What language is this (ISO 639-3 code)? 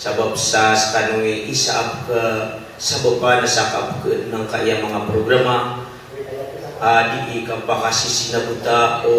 mrw